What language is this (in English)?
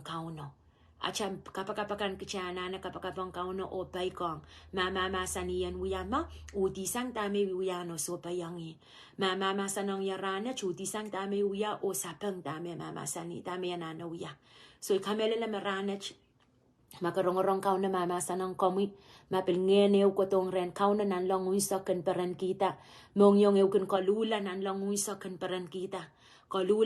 Pohnpeian